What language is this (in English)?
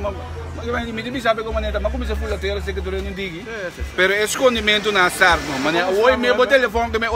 Papiamento